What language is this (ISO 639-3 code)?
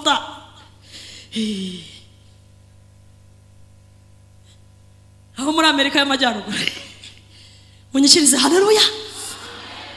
kin